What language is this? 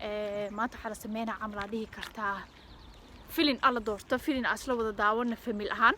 Somali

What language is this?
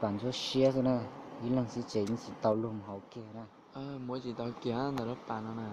Hmong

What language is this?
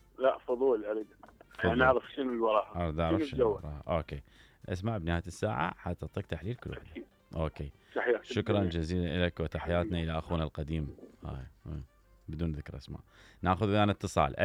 Mesopotamian Arabic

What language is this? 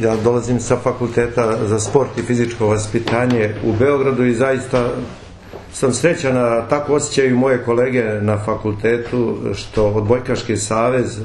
Serbian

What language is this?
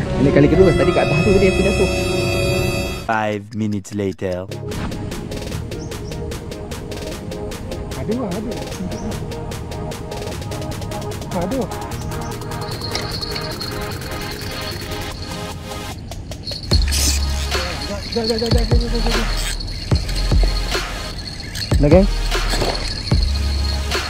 Malay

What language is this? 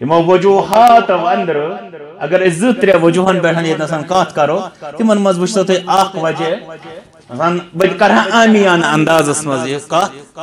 Kashmiri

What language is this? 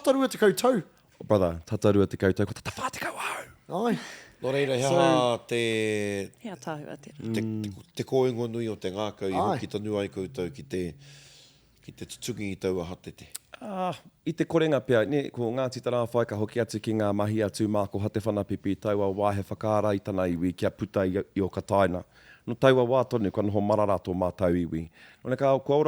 Māori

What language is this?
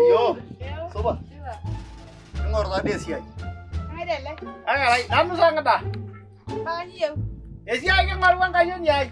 Masai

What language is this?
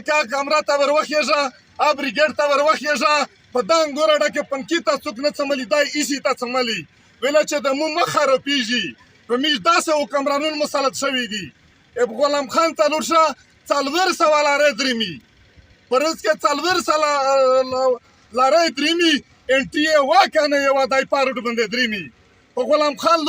Pashto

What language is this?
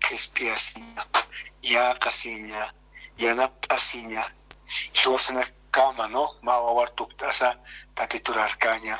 Aymara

